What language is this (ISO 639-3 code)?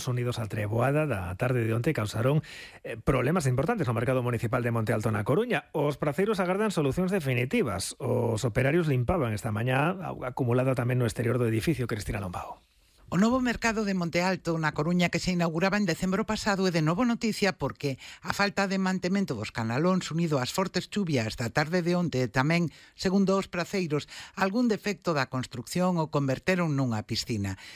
glg